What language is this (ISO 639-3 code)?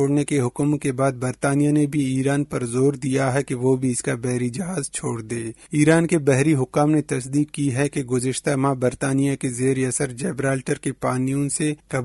urd